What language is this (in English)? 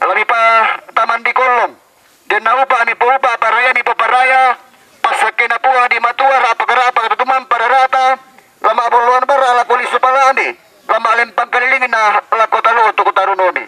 Toraja-Sa'dan